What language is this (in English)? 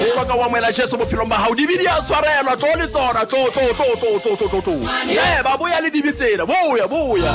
Southern Sotho